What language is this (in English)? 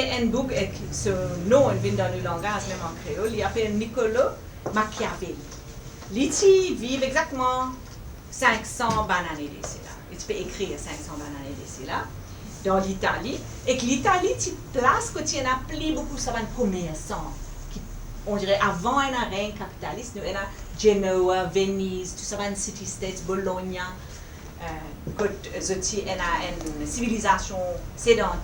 Morisyen